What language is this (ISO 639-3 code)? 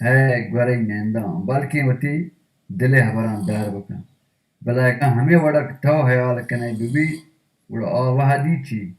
bal